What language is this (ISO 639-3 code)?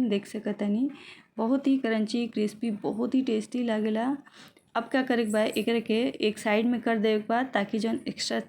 bho